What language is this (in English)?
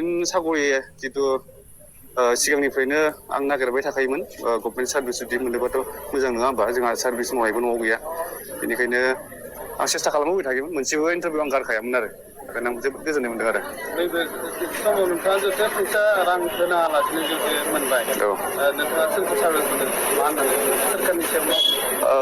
Bodo